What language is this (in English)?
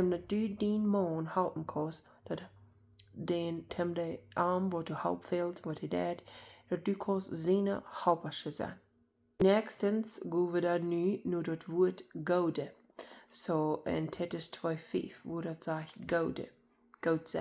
Plautdietsch